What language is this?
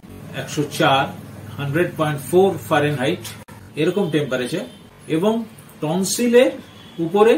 Bangla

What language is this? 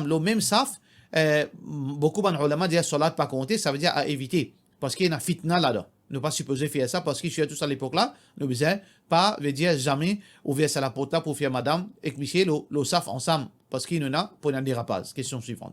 Morisyen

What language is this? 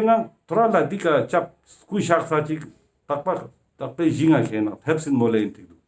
Ladakhi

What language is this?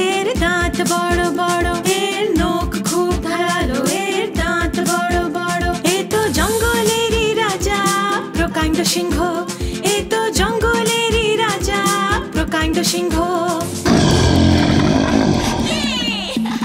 Bangla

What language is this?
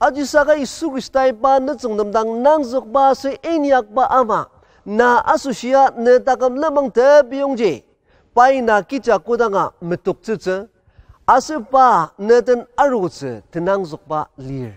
Ao Naga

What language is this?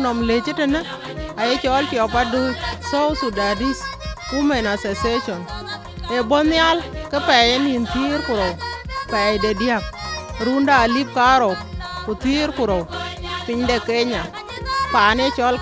Dinka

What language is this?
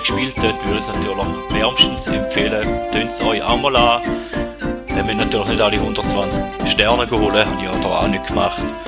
Swiss German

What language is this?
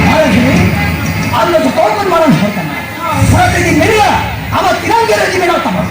Santali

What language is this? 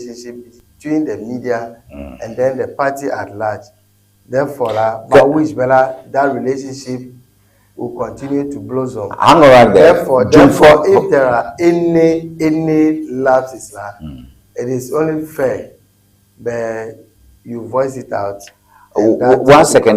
Ewe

